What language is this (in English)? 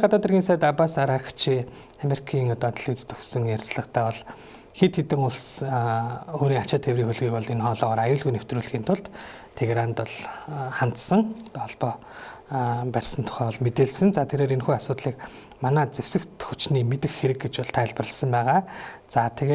Mongolian